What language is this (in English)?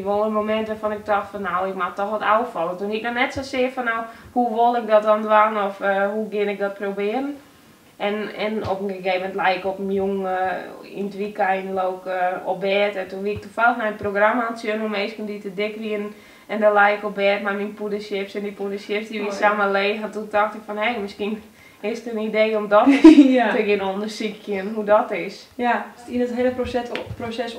Western Frisian